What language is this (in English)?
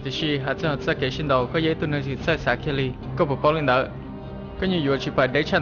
Hmong